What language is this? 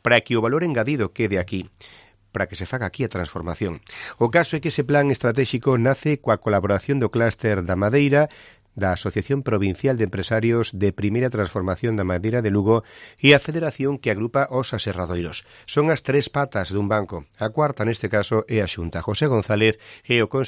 Galician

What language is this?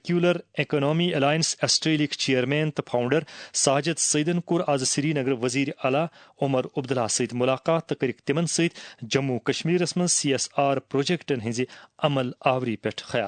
Kashmiri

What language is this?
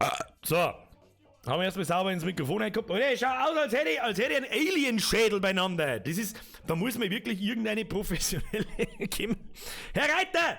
Bavarian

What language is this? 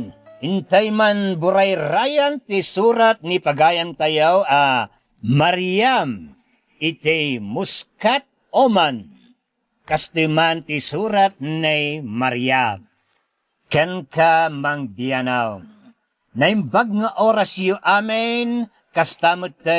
Iloko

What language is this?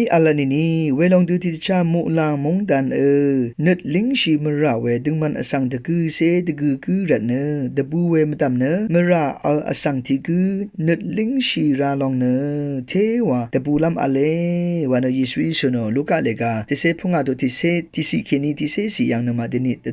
Rawang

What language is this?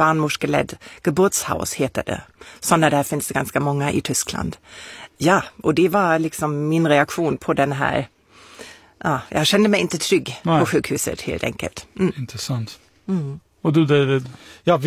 Swedish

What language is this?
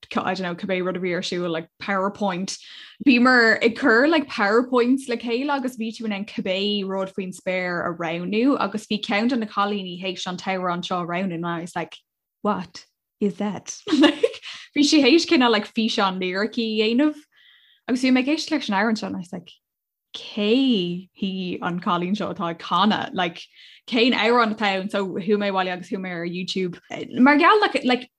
Irish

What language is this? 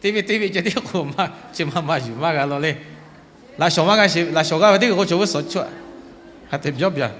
Lahu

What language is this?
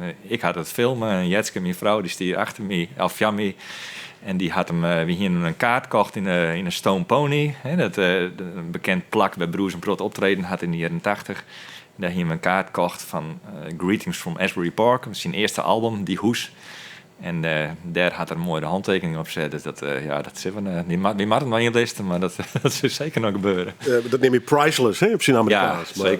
Western Frisian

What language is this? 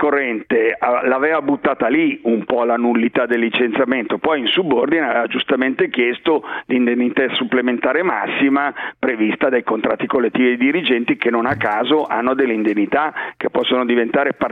Italian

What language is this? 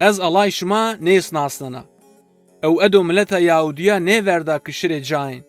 Zaza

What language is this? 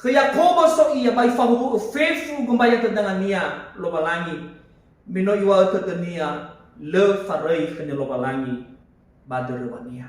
Nias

